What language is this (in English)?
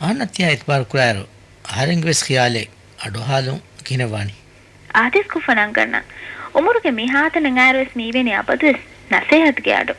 Divehi